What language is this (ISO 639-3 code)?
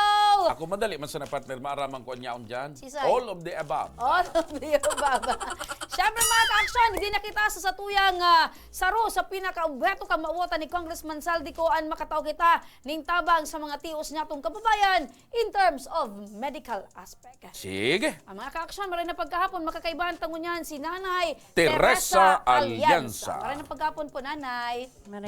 bik